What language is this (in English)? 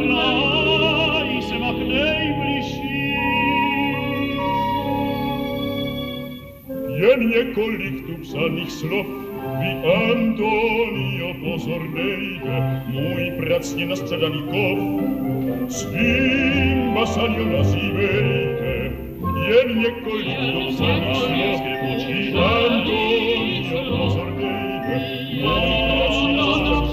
Czech